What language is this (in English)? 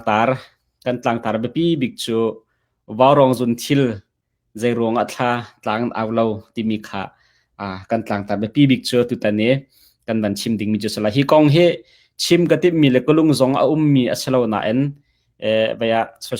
Hakha Chin